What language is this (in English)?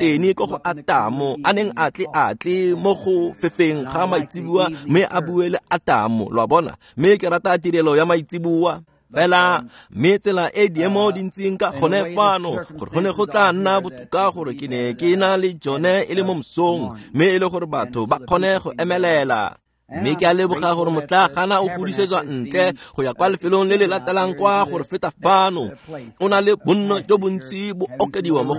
Tswana